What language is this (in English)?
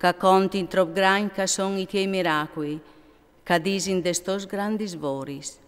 Friulian